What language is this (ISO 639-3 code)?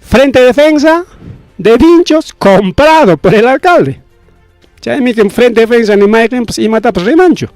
quy